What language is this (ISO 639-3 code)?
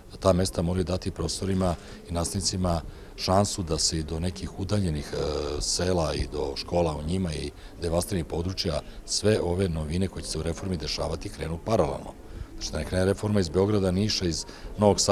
srp